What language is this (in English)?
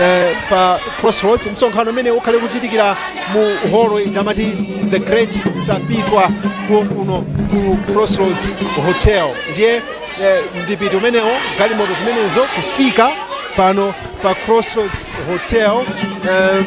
Nyanja